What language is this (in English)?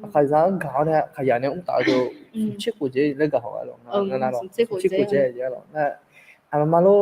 Akha